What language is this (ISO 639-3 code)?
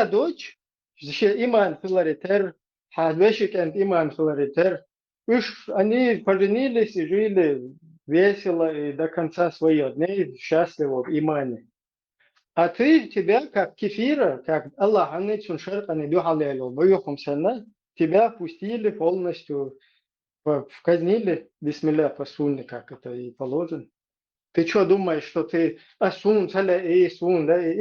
che